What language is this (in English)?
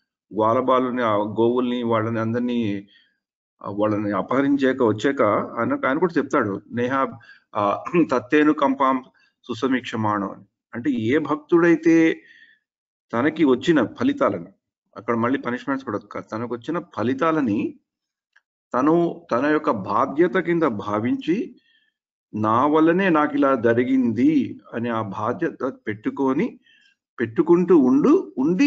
Telugu